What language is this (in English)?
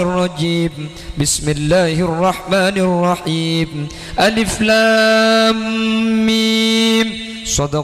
Madurese